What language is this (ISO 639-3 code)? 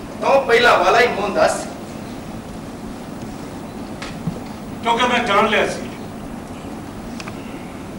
pan